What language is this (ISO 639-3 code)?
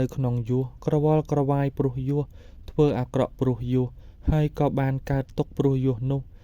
khm